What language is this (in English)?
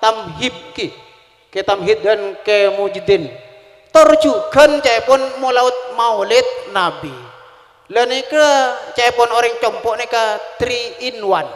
Madurese